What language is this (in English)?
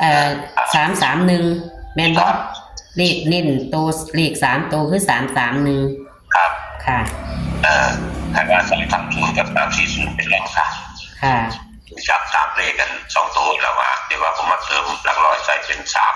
Northeastern Thai